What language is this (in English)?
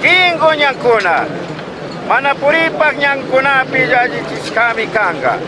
Chimborazo Highland Quichua